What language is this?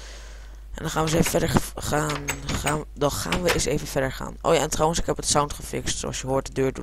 Dutch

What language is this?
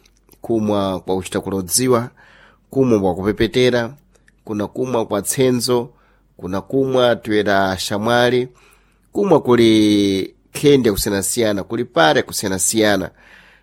Sena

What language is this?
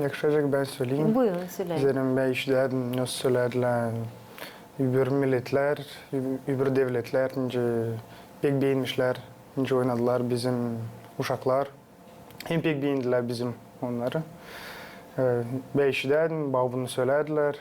Gagauz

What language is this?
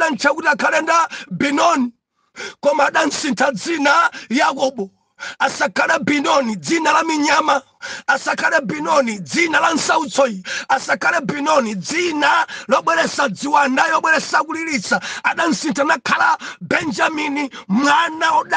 Nyanja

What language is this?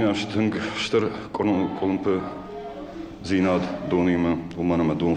Ossetic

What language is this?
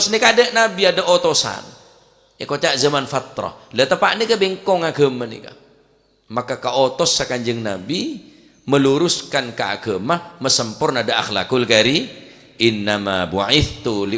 Madurese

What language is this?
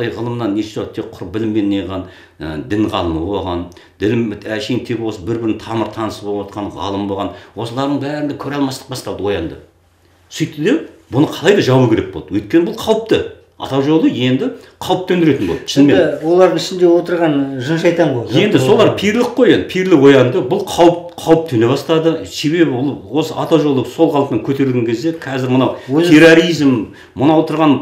Kazakh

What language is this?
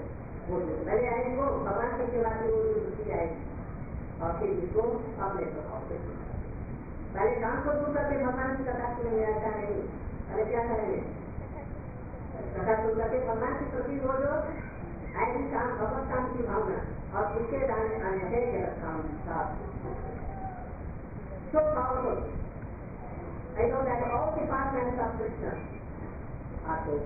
Hindi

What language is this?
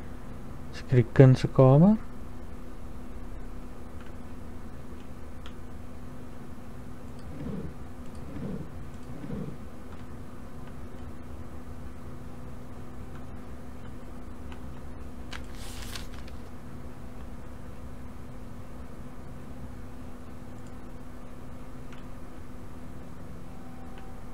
Afrikaans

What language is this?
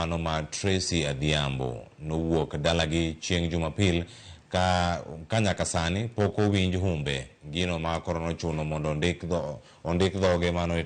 Luo (Kenya and Tanzania)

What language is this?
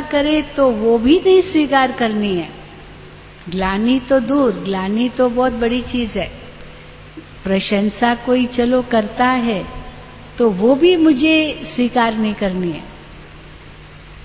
Hindi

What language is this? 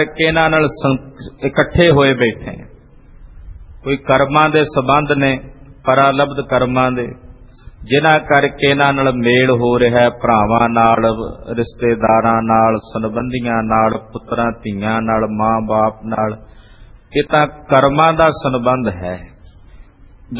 Punjabi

